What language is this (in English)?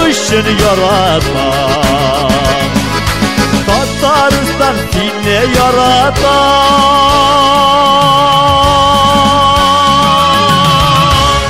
Turkish